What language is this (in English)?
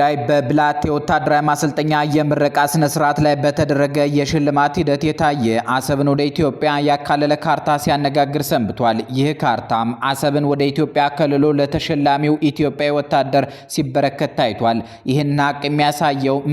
Amharic